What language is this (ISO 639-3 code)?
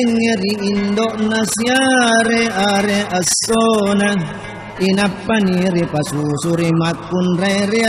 bug